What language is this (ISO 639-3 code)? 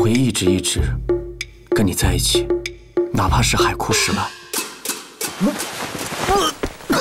zho